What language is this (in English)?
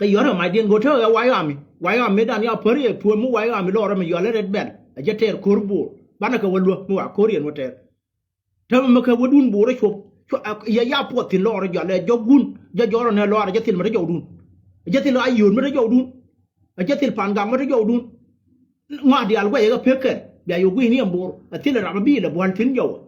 Nuer